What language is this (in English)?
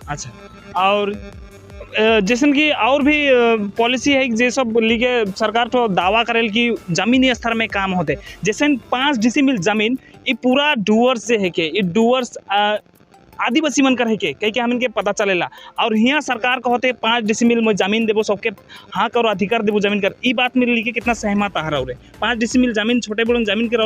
Sadri